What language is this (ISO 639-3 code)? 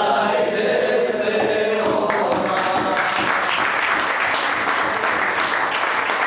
eus